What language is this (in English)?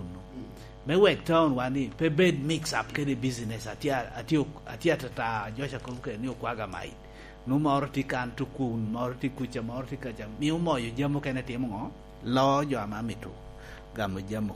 Lango (Uganda)